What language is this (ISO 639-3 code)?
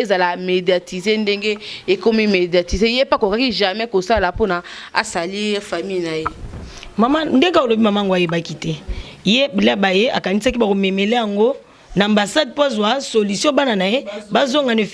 lin